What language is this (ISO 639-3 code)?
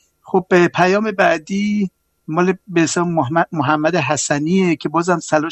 fas